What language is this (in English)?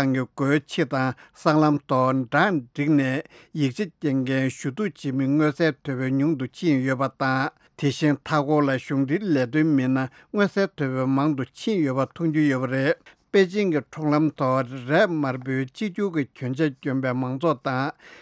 Tibetan